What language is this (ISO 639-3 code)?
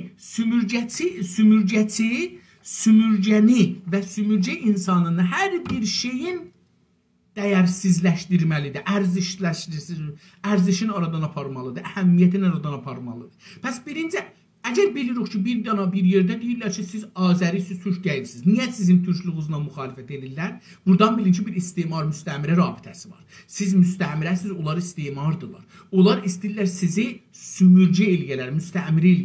azb